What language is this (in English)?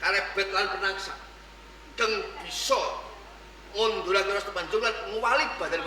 Javanese